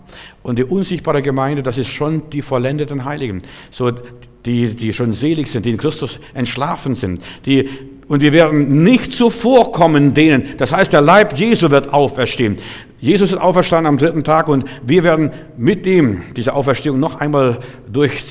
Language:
German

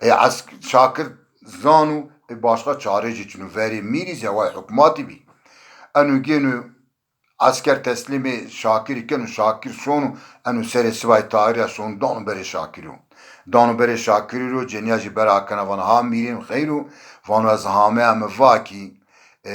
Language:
Zaza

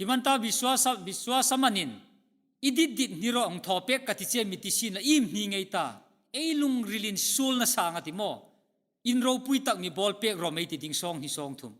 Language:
Hmar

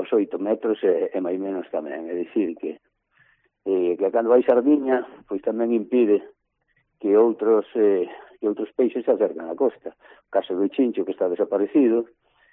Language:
Galician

